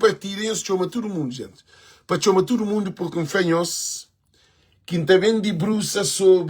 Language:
Kabuverdianu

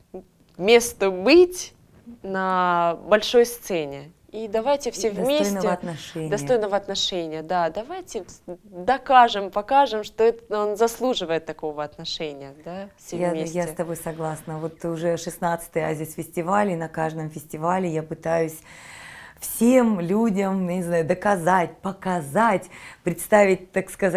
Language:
Russian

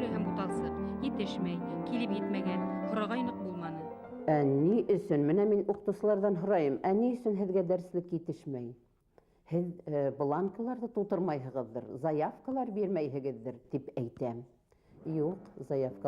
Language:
Bashkir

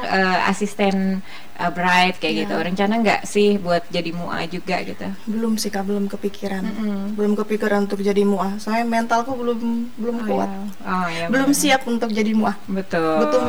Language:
Indonesian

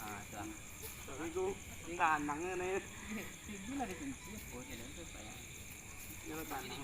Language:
Minangkabau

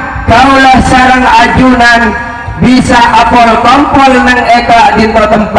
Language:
Madurese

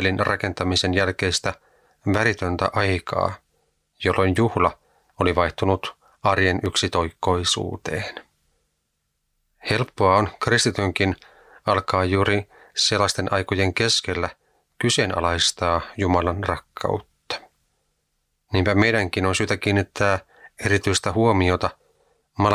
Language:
Finnish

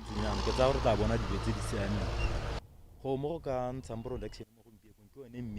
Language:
Tswana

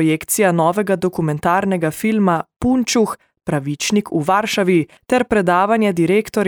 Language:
Slovenian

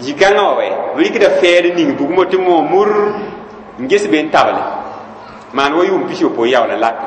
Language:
Mossi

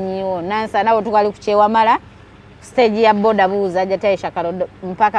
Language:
Ganda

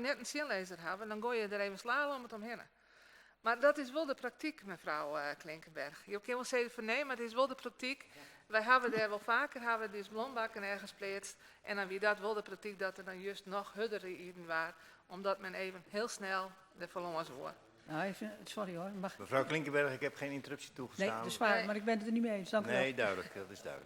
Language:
Western Frisian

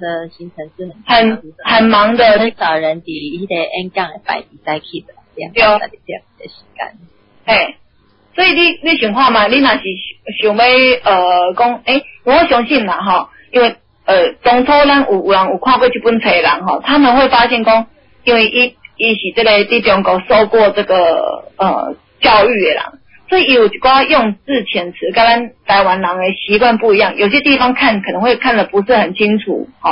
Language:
Min Nan Chinese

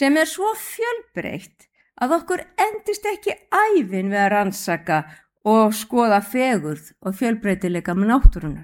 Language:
Icelandic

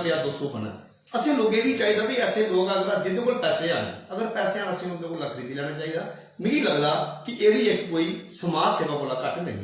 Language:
Dogri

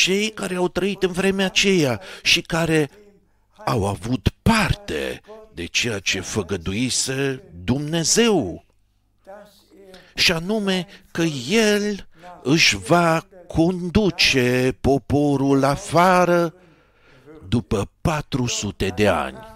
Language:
Romanian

